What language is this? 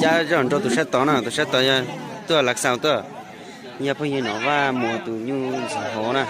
Hmong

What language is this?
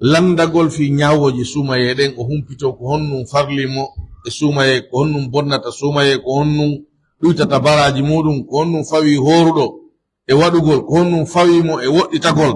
Pular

